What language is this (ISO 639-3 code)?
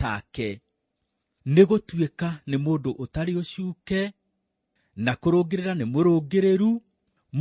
kik